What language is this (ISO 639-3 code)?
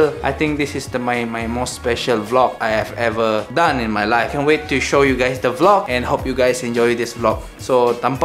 iba